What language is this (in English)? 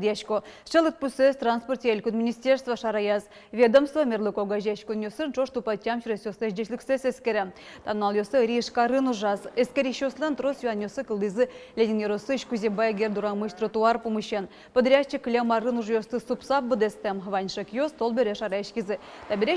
Udmurt